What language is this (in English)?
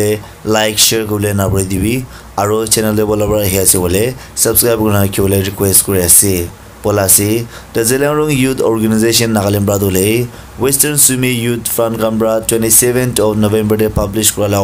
Naga Pidgin